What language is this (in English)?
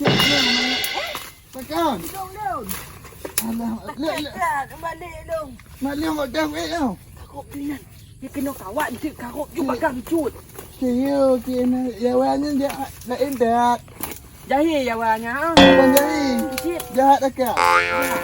Achinese